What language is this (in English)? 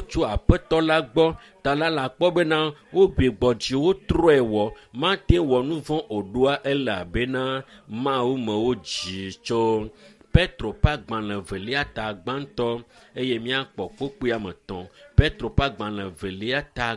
Ewe